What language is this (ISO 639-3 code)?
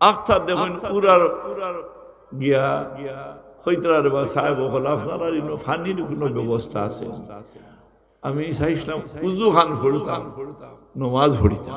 syl